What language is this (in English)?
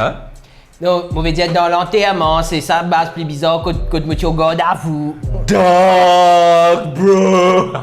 Morisyen